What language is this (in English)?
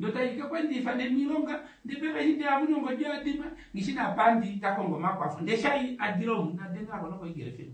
Kuanyama